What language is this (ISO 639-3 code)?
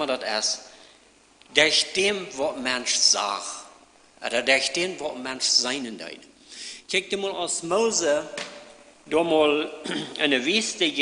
pdt